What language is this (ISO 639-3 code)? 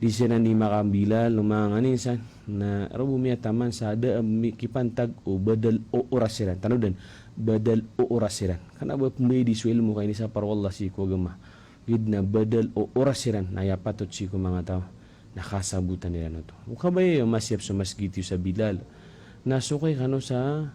mrw